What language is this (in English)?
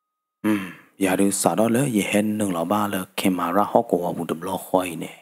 S'gaw Karen